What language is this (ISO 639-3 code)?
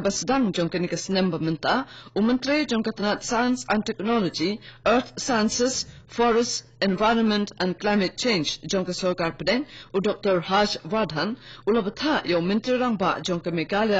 kha